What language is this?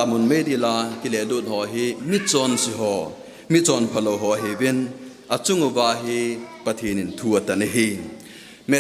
Thado Chin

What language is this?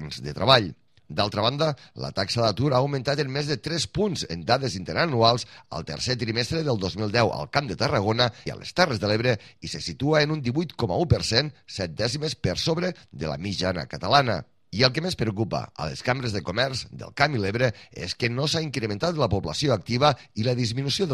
Catalan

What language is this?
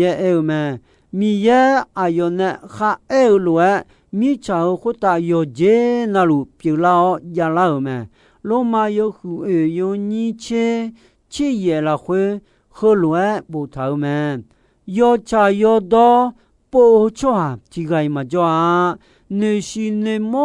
Akha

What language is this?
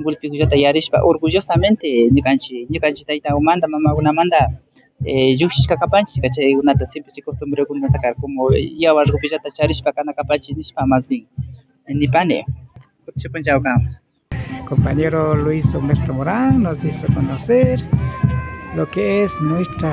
Imbabura Highland Quichua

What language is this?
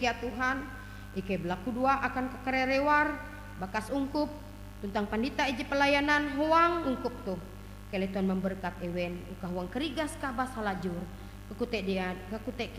Ngaju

